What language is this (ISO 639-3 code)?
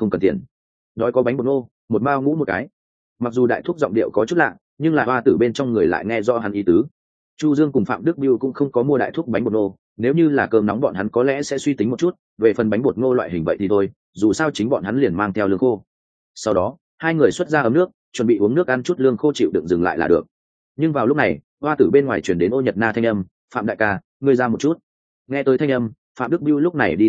vie